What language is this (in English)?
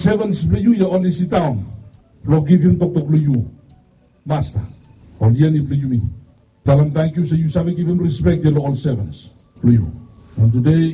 Bislama